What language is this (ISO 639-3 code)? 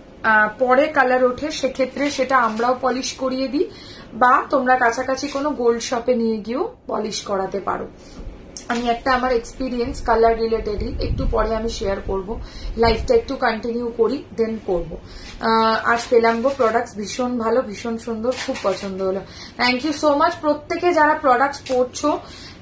ben